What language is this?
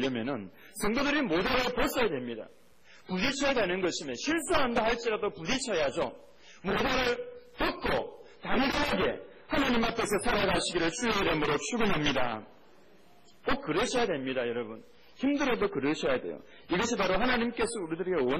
Korean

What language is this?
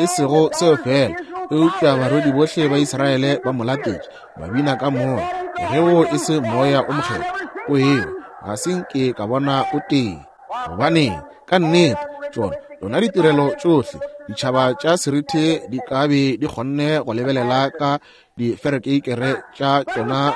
Northern Sotho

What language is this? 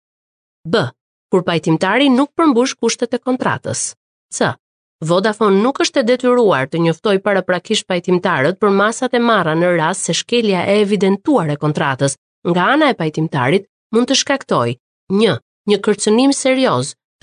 Albanian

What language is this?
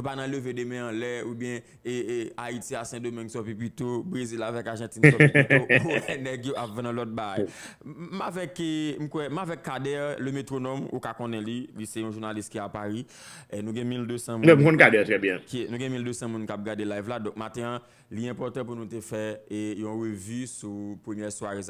Haitian Creole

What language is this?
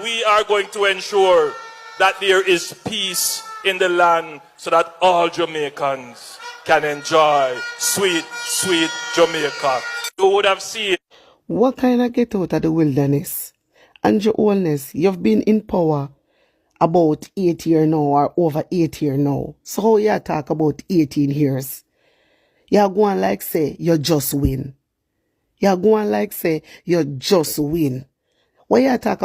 Jamaican Creole English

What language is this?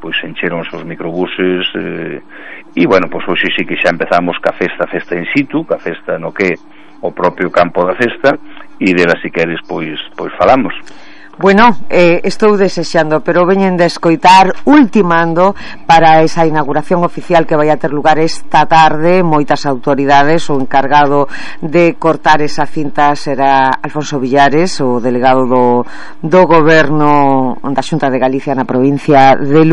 Galician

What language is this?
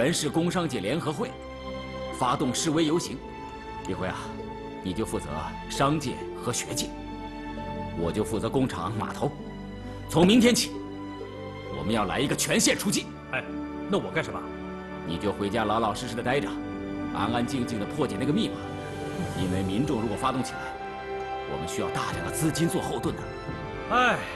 Chinese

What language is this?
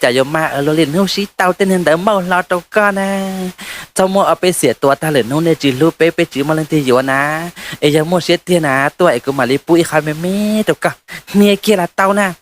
Hmong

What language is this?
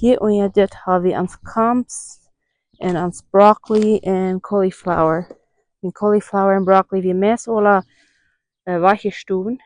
Plautdietsch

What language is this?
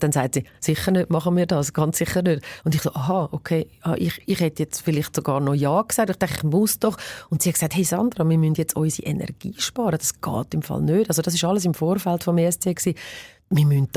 Swiss German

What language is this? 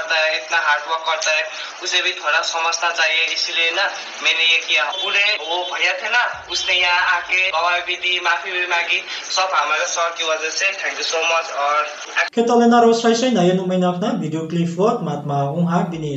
Riang (India)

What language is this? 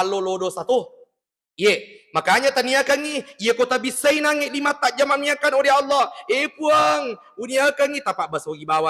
Buginese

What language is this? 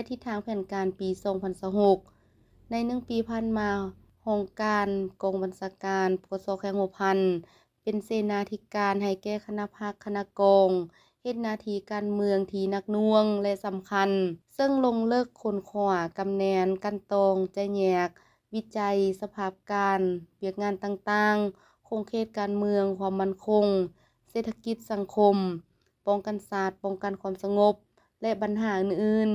Lao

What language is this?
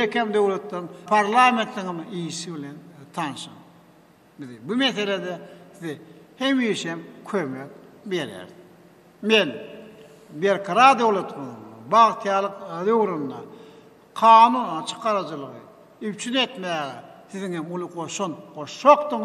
Turkmen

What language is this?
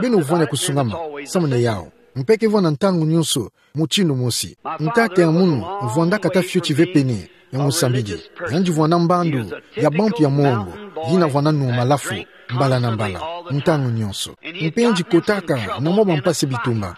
Kituba (Democratic Republic of Congo)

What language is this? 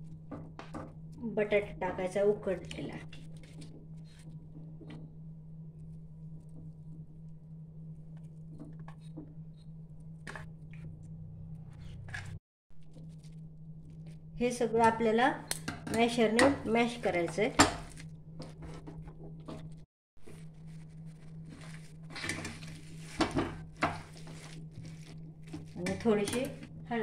Marathi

